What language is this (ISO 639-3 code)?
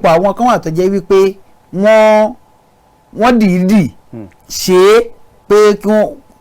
yor